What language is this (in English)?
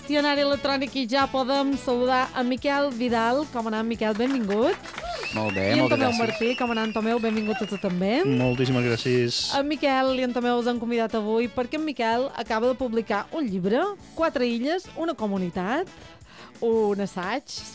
Catalan